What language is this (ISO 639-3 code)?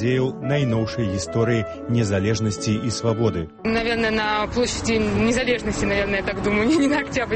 bel